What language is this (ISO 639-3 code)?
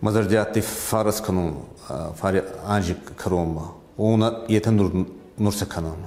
oss